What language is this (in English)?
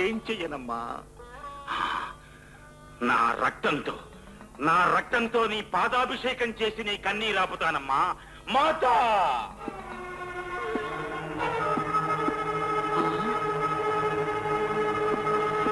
Telugu